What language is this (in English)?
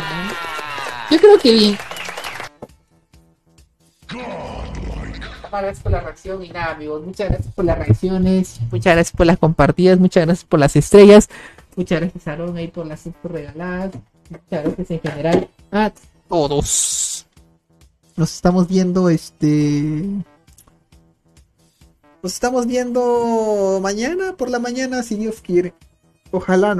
Spanish